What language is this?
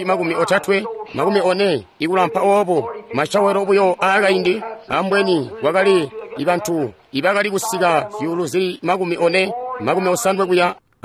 Tonga (Zambia)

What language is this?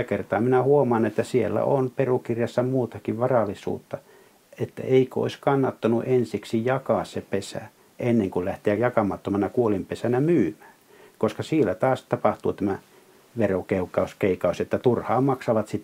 Finnish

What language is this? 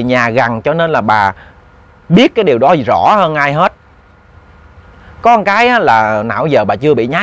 Vietnamese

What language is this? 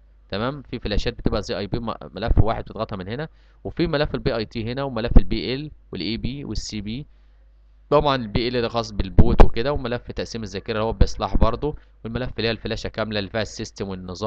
Egyptian Arabic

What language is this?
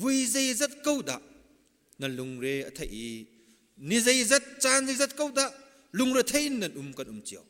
Hakha Chin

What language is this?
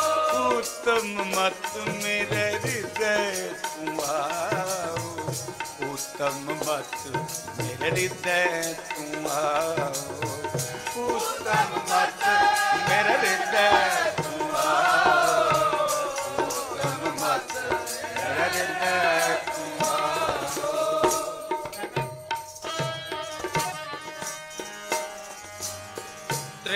Punjabi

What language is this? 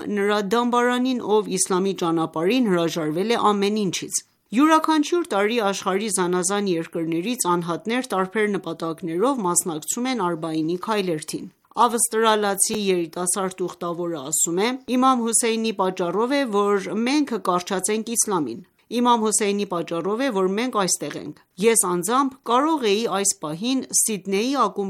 Armenian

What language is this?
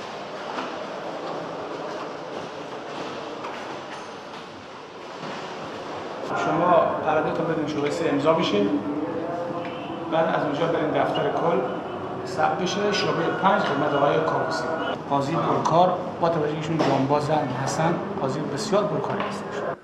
Persian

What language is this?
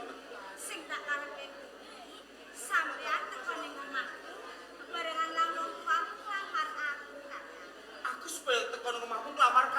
Javanese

